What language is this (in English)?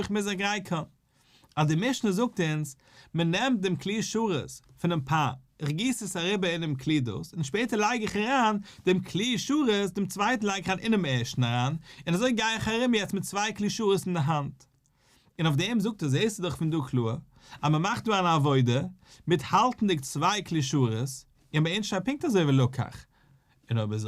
Yiddish